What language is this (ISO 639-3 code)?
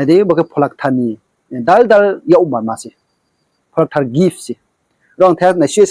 ria